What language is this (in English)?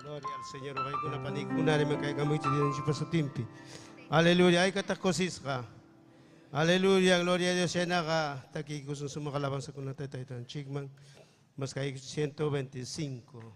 Ayacucho Quechua